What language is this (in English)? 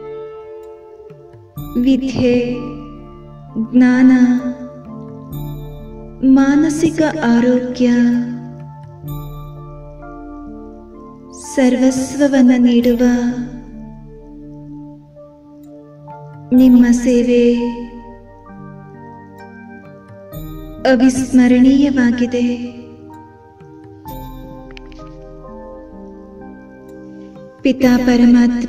Kannada